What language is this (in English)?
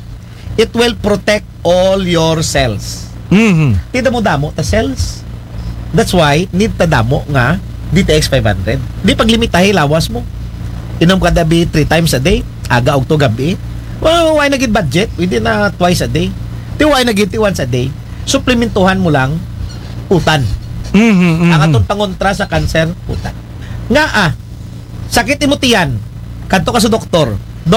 Aklanon